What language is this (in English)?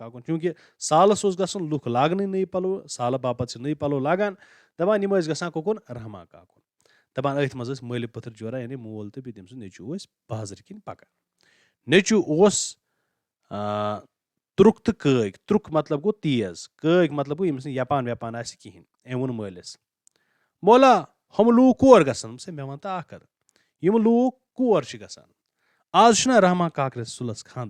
Kashmiri